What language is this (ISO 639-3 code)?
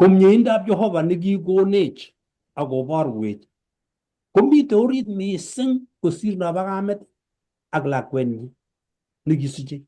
kln